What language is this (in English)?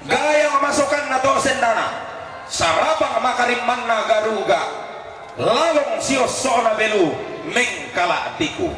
Toraja-Sa'dan